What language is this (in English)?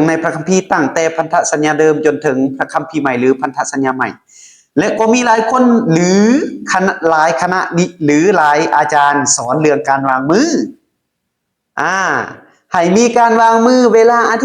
Lao